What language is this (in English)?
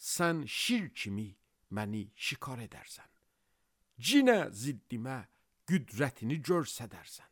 Azerbaijani